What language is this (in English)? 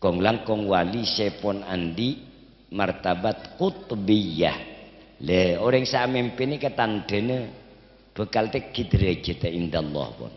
Madurese